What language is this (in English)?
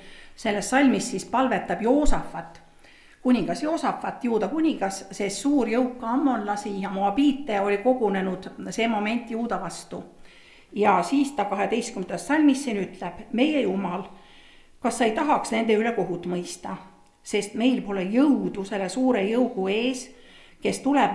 Estonian